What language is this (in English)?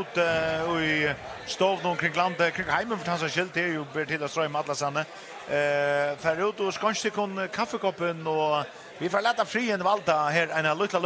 Faroese